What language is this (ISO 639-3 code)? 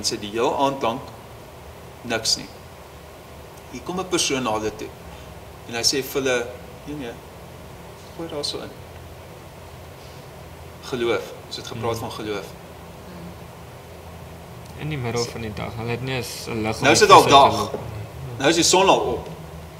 afr